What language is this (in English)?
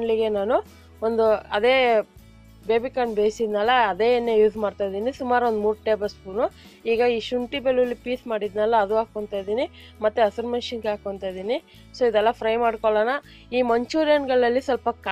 Kannada